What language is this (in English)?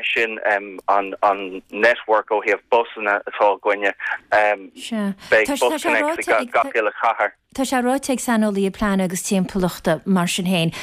Irish